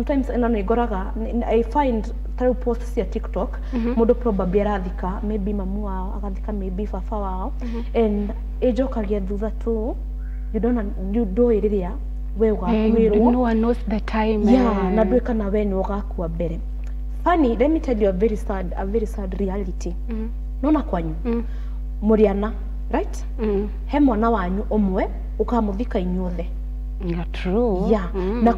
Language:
Kikuyu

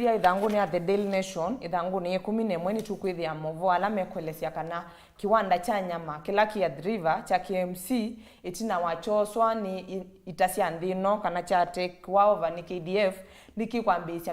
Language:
Kamba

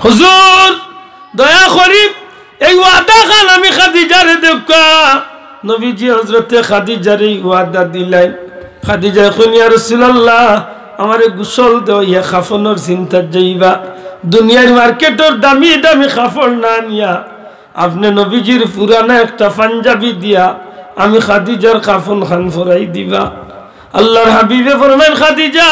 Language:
Sylheti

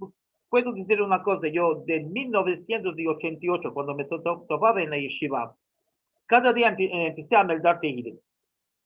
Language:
Ladino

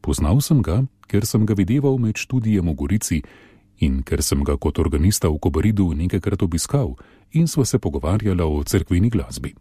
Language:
Slovenian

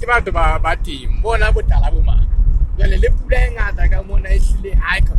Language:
Southern Sotho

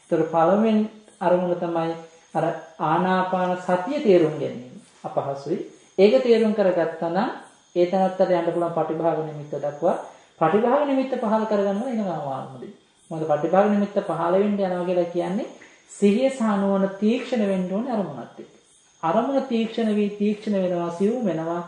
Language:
Sinhala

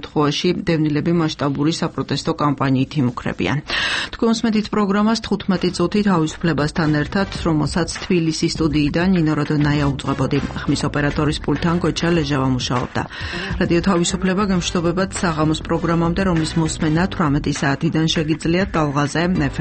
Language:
Georgian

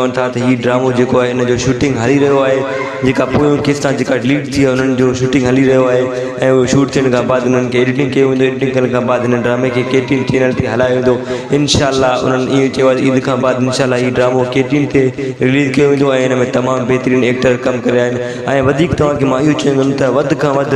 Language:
Sindhi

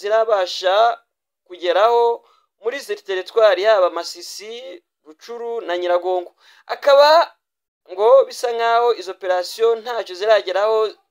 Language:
Kinyarwanda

